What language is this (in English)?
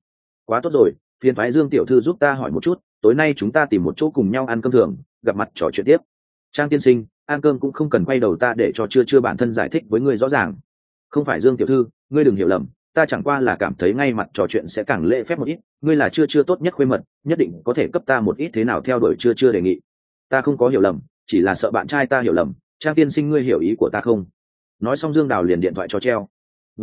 Vietnamese